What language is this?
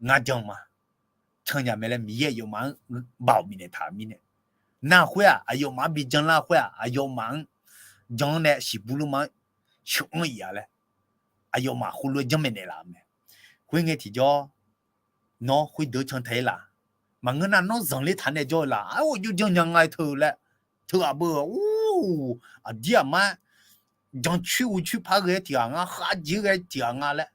Akha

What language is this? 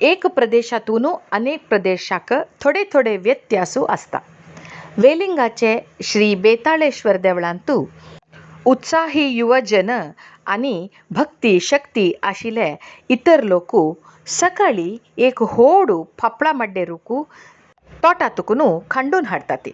Konkani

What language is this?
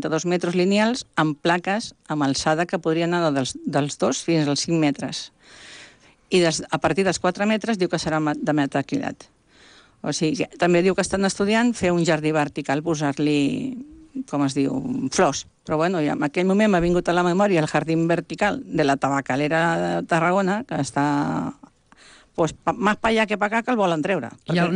Catalan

